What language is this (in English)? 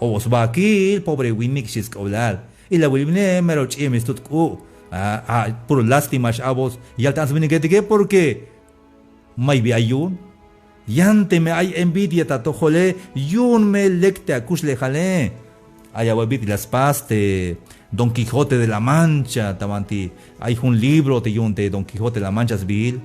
Tzeltal